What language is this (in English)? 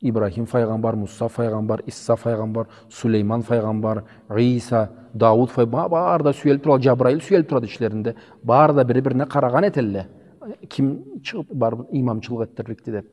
Karachay-Balkar